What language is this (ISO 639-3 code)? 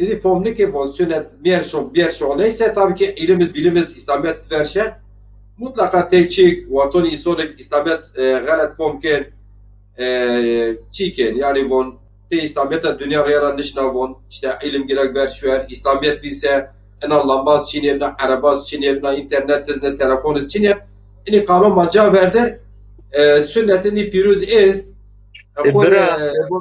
zza